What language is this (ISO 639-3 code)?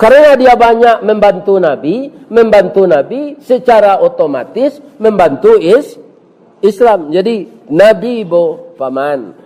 min